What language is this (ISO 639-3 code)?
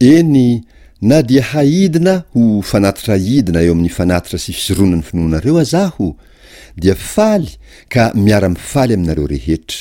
mlg